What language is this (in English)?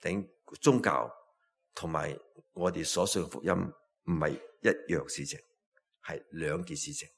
Cantonese